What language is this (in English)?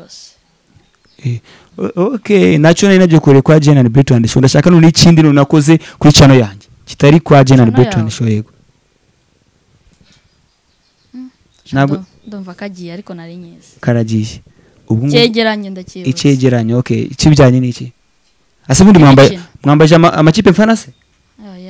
Kinyarwanda